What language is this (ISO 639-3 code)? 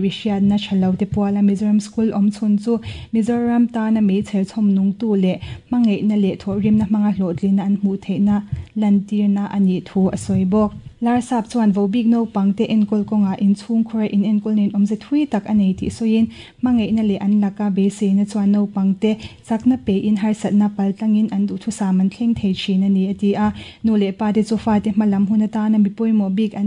lus